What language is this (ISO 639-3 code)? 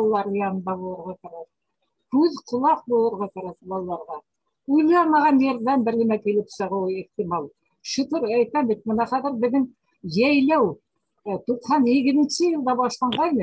bak